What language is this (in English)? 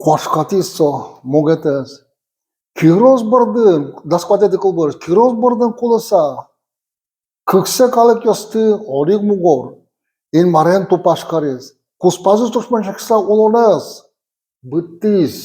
Udmurt